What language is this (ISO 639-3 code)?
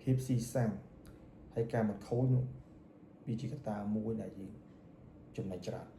khm